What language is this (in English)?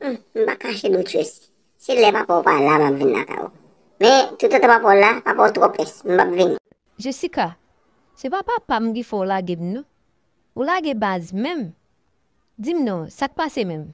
Haitian Creole